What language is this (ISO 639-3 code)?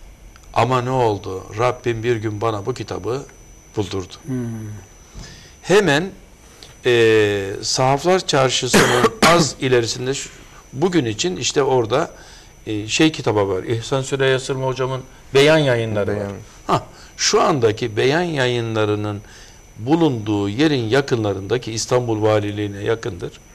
tur